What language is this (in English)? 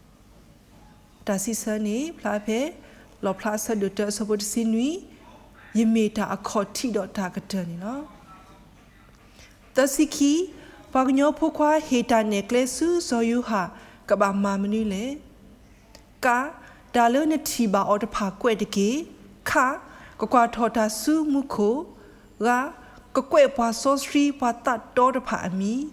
S'gaw Karen